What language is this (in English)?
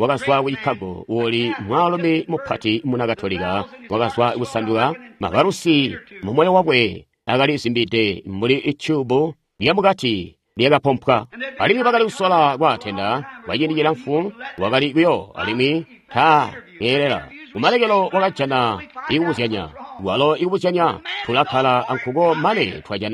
Tonga (Zambia)